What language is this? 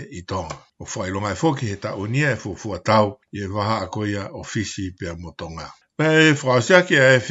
Tongan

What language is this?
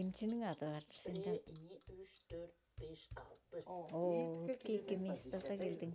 Tuvinian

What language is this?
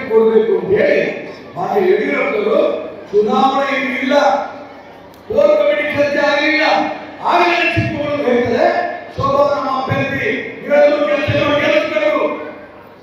Kannada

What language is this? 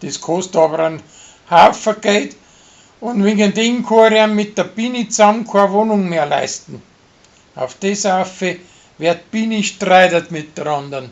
Bavarian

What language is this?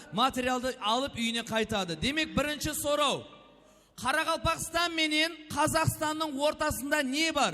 Kara-Kalpak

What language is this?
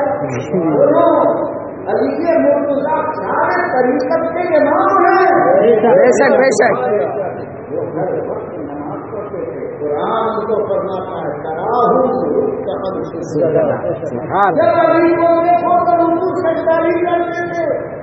Urdu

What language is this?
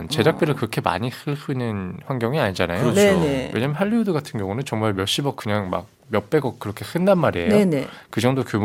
Korean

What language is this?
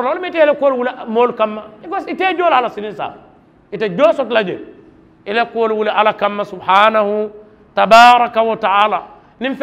Mandingo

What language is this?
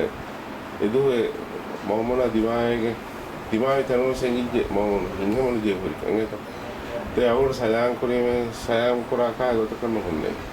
Divehi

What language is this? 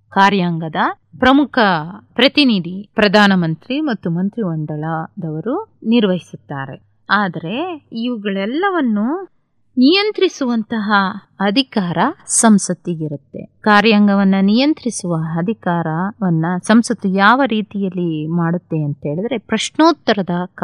Kannada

